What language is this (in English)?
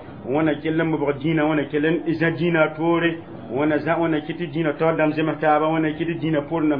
Mossi